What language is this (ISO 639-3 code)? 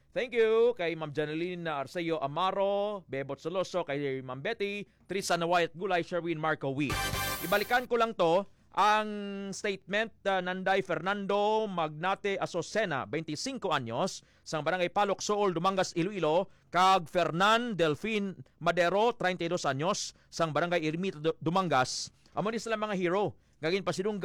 hil